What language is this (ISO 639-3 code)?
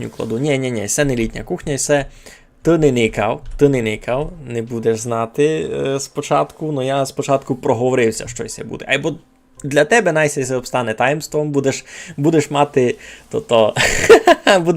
rue